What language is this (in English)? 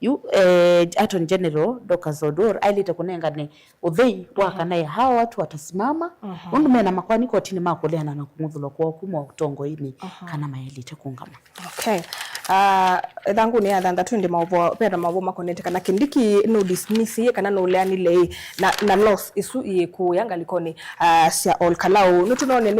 Kamba